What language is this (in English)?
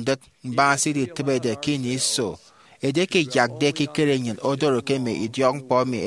Efik